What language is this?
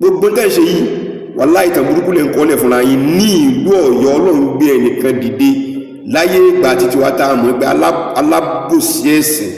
Yoruba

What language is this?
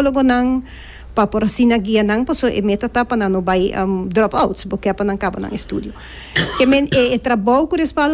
Papiamento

